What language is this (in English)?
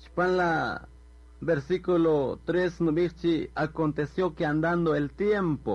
Kaqchikel